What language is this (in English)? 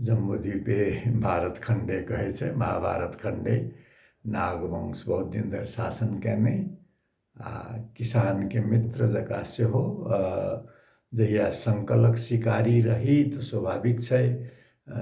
Maithili